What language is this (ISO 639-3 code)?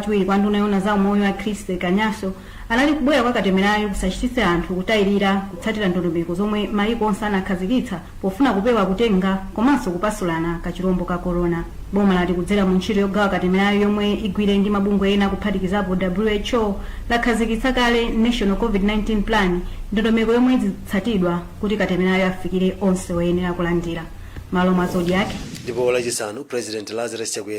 nya